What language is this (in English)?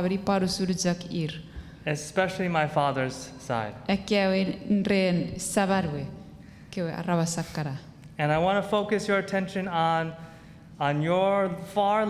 Chuukese